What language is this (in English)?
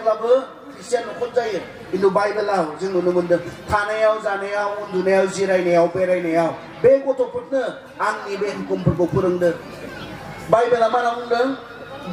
Bodo